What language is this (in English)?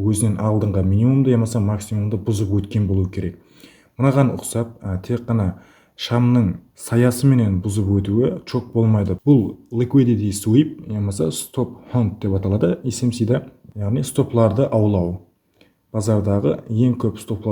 Kara-Kalpak